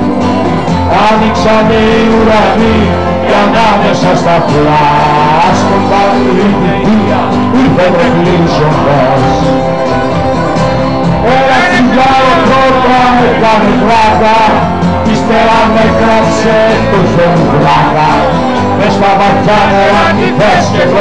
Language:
Greek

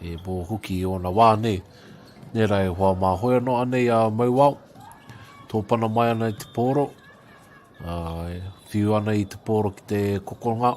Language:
Māori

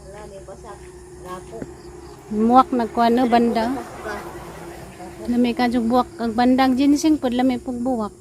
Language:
Cebuano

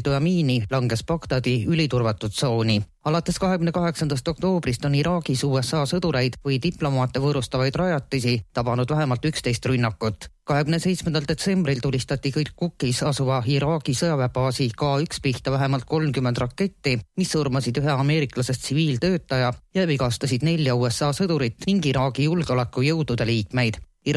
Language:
Estonian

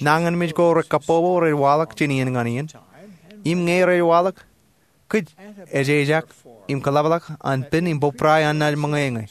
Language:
Marshallese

